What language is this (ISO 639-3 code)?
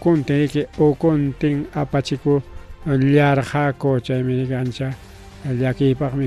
quy